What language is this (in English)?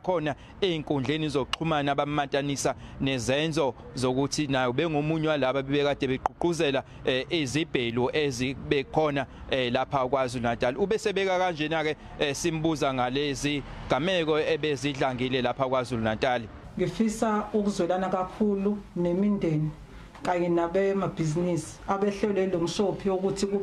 Zulu